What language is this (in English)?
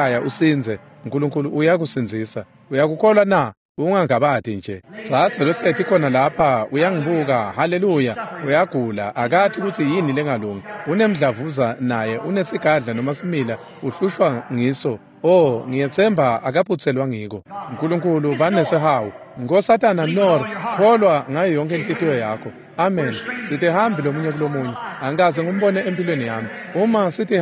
Swati